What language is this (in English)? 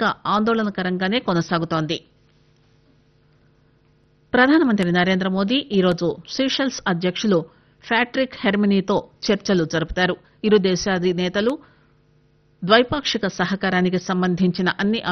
Telugu